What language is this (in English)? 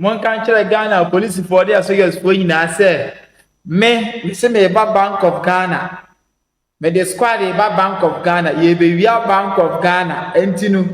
Akan